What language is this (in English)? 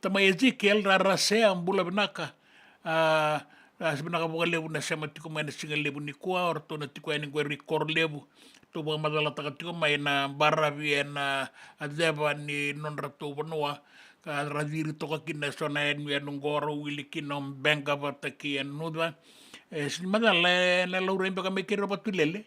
Fijian